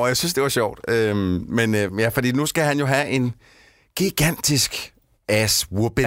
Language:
Danish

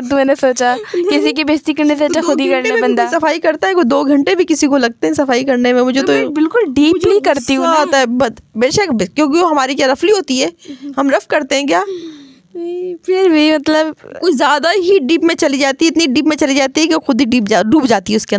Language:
Hindi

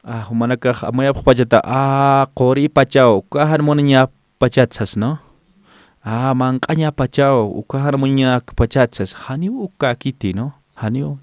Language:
Aymara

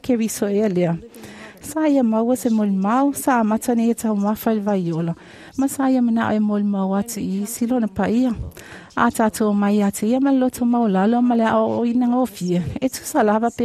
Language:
Samoan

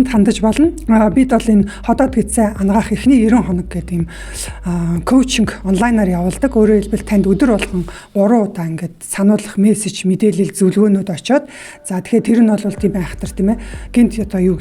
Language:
Mongolian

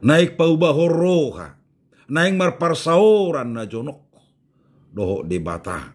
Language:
Batak Toba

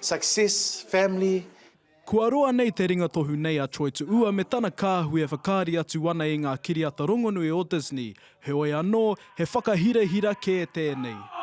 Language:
Māori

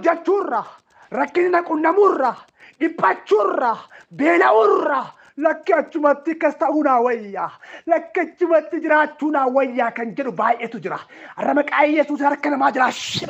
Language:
Oromo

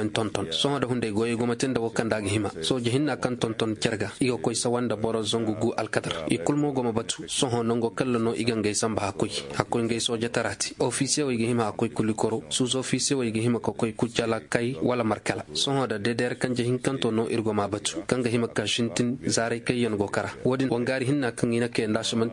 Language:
Koyraboro Senni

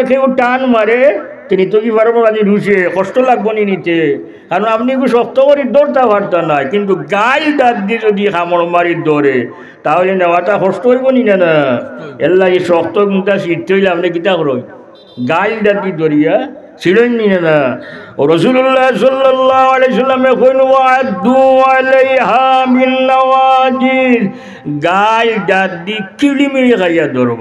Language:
Sylheti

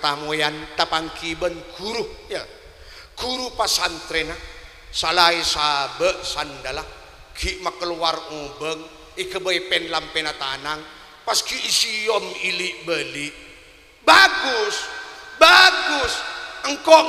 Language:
Madurese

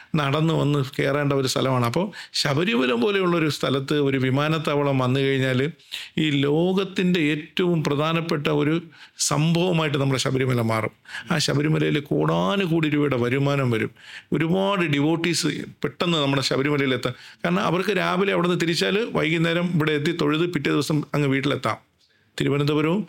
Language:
Malayalam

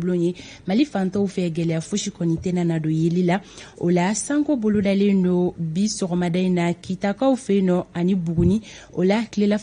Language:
Bambara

